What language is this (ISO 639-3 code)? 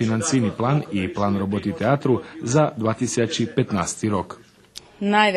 rue